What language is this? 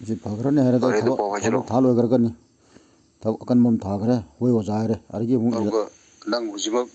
Manipuri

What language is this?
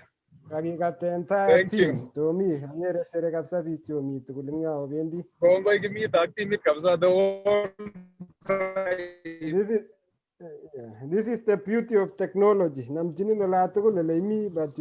Kalenjin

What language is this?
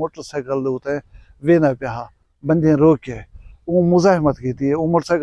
Saraiki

